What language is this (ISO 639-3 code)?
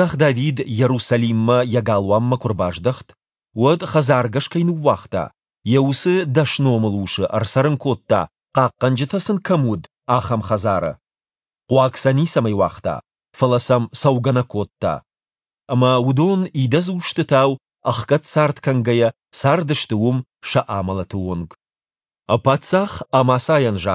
oss